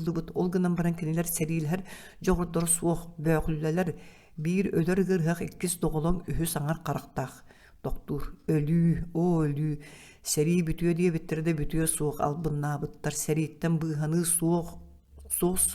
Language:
Yakut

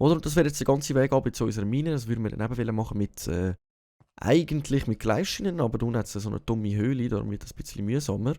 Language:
Swiss German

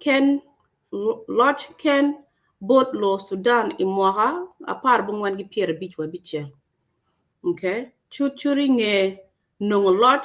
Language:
Acoli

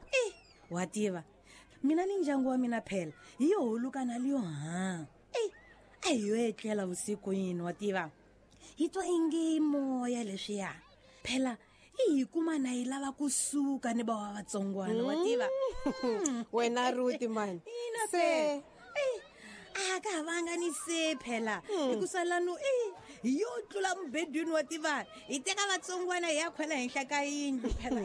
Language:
Tsonga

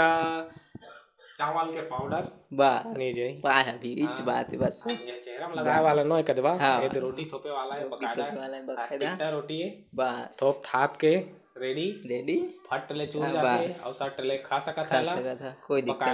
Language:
Chhattisgarhi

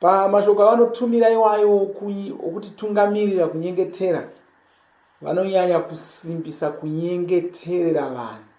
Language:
Shona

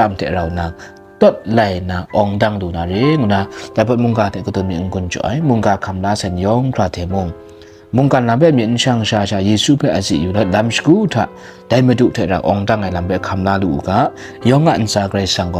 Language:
Kachin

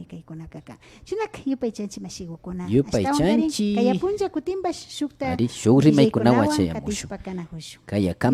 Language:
Imbabura Highland Quichua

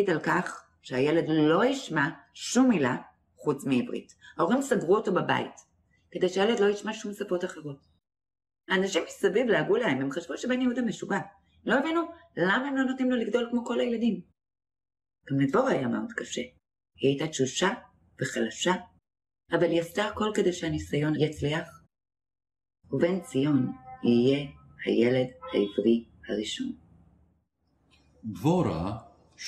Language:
Hebrew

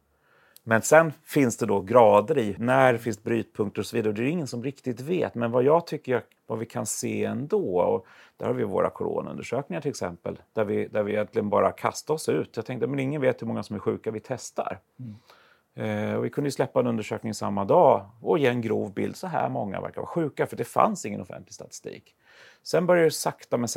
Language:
Swedish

